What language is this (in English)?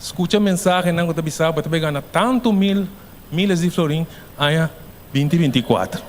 Papiamento